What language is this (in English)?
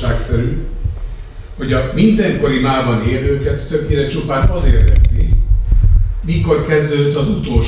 Hungarian